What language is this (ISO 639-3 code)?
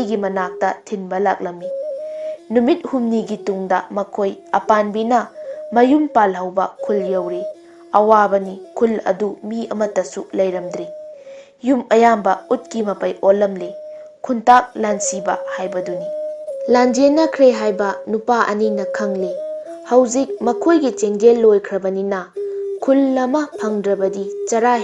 mni